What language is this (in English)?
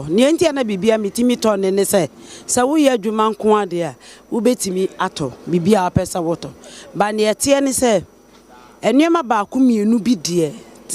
Akan